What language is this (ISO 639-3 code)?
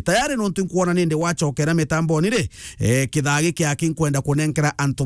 mer